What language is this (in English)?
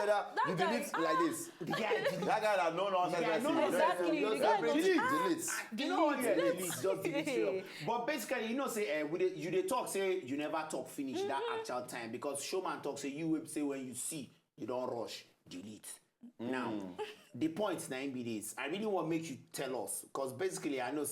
Nigerian Pidgin